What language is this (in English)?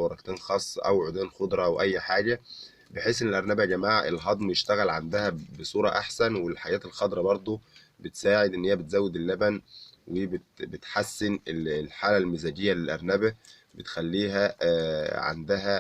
Egyptian Arabic